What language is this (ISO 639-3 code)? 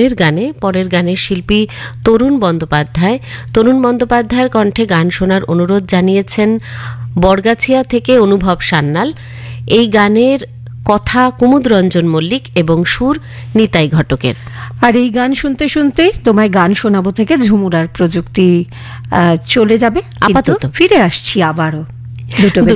ben